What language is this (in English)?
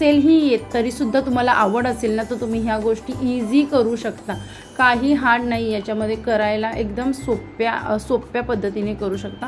Marathi